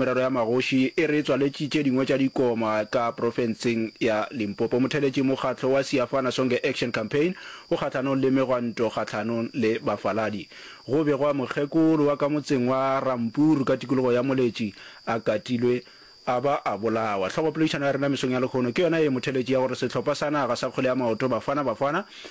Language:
Northern Sotho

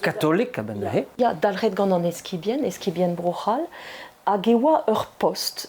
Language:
Breton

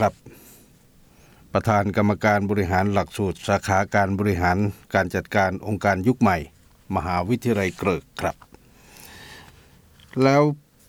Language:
Thai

